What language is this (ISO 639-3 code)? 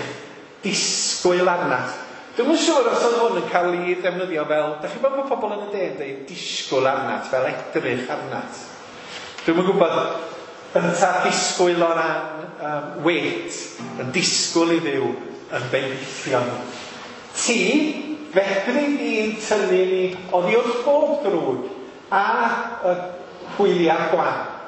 cym